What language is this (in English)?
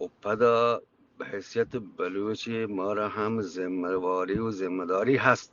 Eastern Balochi